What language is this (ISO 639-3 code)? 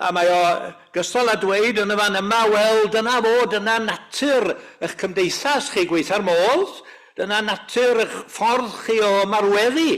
cym